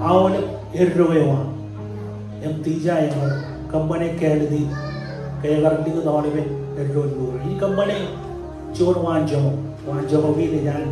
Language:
Marshallese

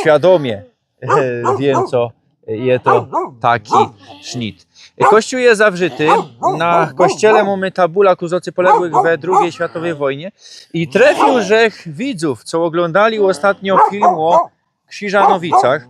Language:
Silesian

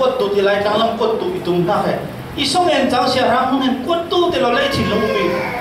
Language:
Falam Chin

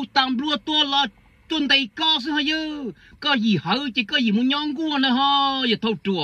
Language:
Hmong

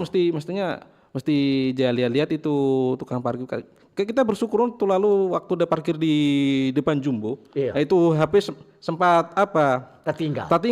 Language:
Manado Malay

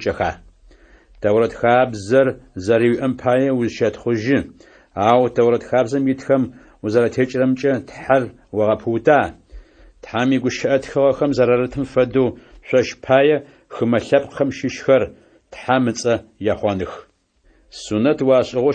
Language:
Adyghe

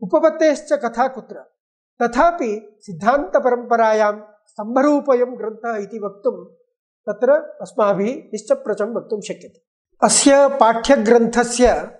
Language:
Sanskrit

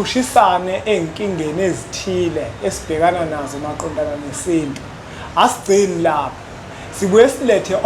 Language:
Zulu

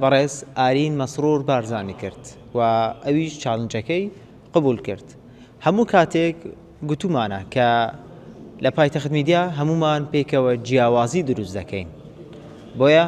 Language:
Central Kurdish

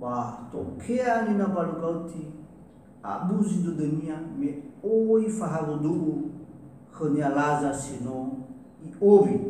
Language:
Nias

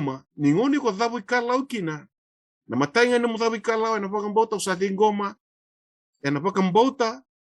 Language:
Fijian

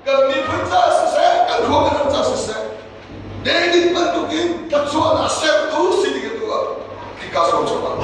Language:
Hakha Chin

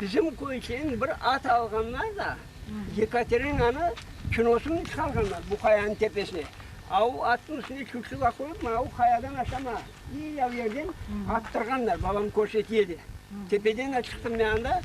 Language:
Crimean Tatar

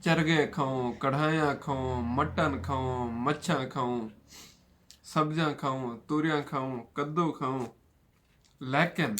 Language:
Saraiki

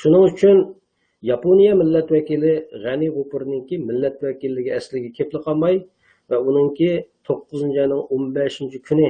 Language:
Uyghur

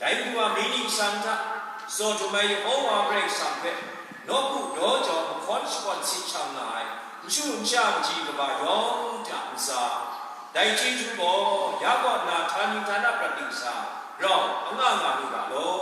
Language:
Kachin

